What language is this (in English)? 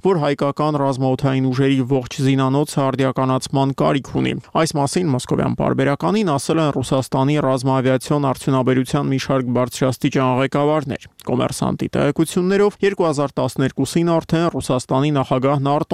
Armenian